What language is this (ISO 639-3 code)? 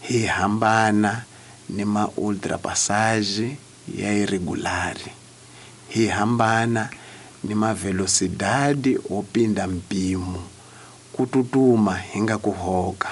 tso